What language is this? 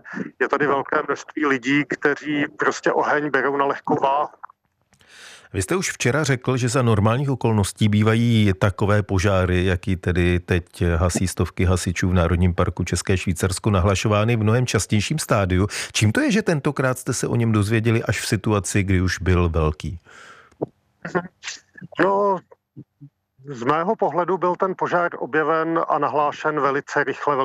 Czech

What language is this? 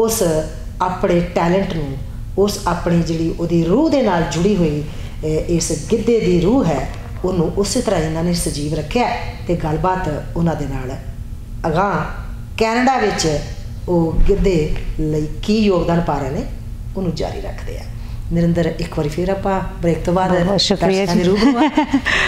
Punjabi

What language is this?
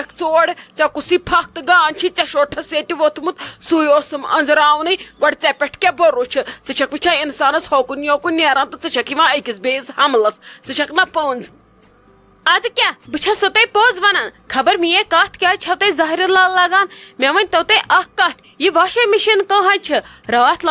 Kashmiri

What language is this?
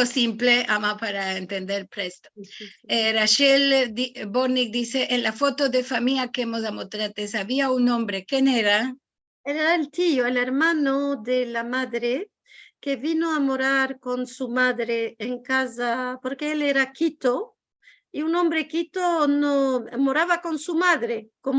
Ladino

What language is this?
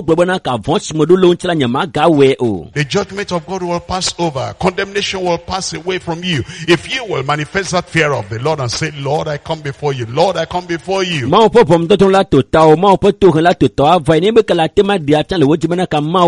Ewe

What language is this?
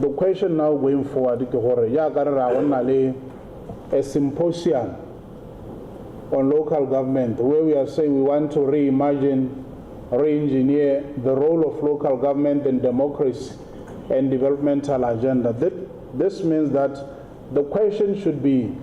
Tswana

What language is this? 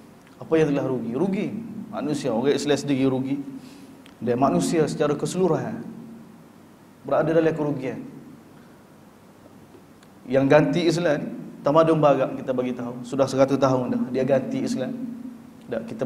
Malay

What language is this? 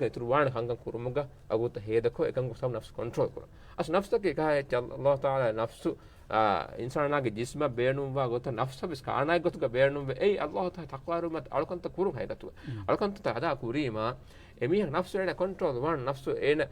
Divehi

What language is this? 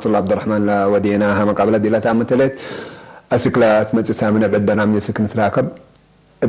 Tigre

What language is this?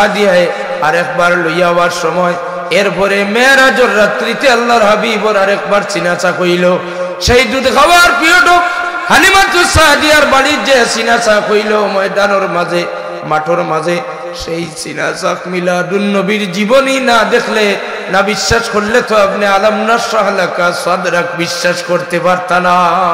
Sylheti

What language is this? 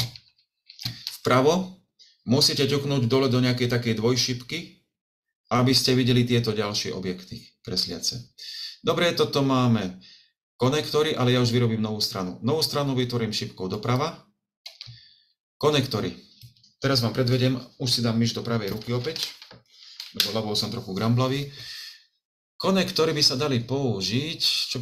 Slovak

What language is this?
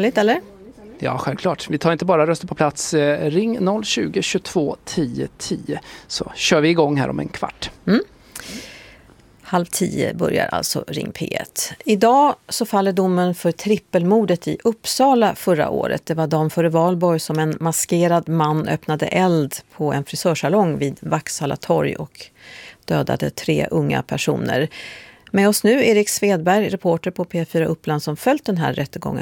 Swedish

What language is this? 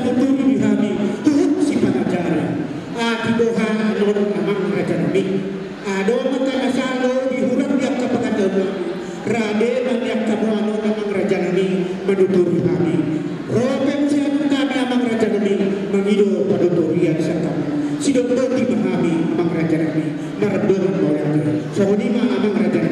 Batak Toba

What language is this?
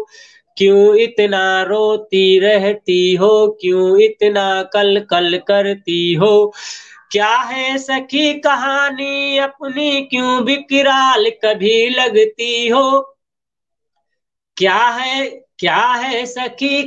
Hindi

